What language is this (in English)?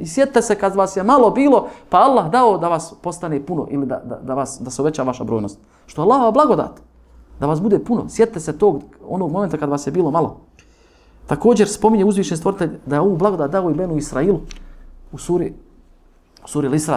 Bosnian